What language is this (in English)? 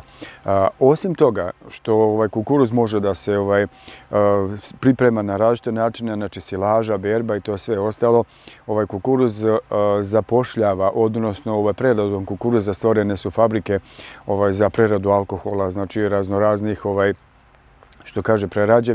Serbian